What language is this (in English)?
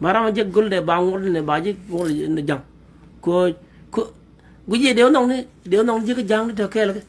Nuer